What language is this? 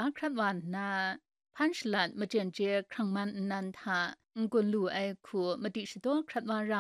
Kachin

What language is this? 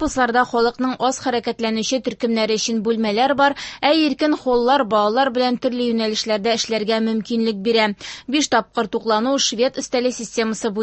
Tatar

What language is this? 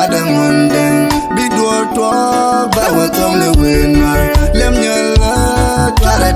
Nuer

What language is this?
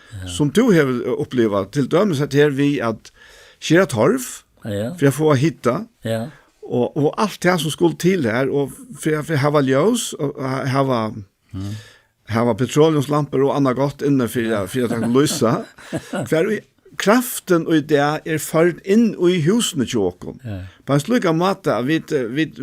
Faroese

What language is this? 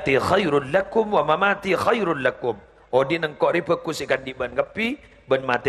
Madurese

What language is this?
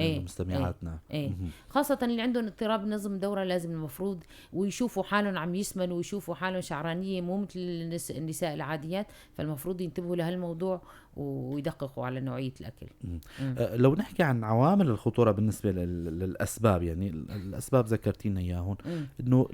North Levantine Arabic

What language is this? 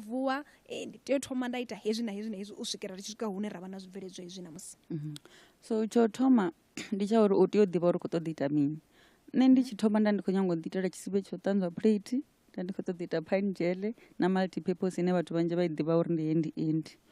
Venda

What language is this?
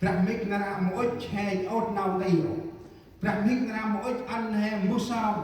Central Mnong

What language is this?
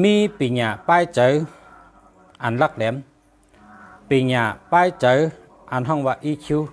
Shan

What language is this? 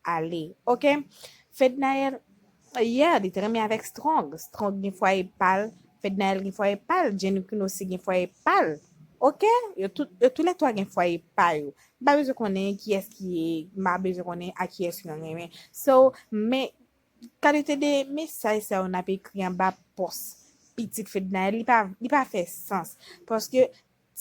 Haitian Creole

